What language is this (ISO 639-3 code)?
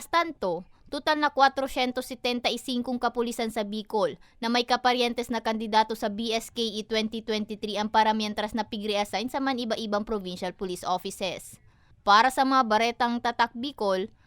bik